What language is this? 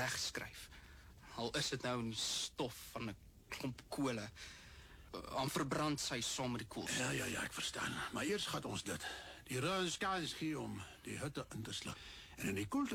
Afrikaans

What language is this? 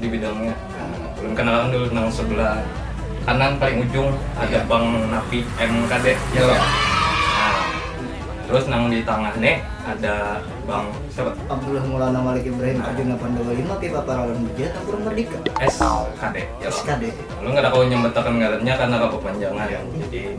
Banjar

